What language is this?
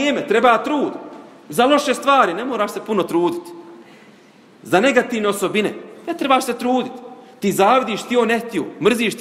Bosnian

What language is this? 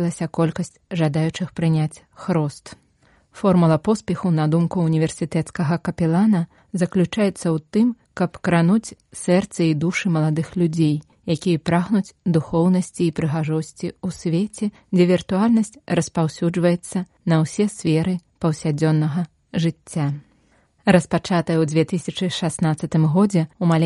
Belarusian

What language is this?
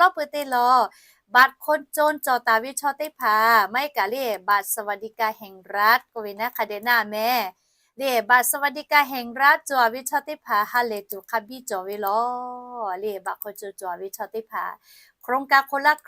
Lahu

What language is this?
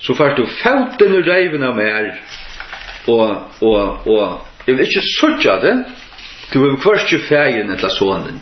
Faroese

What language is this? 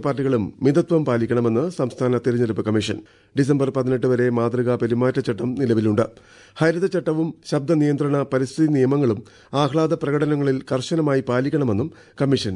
Malayalam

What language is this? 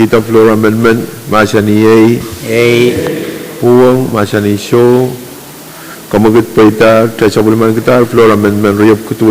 Pohnpeian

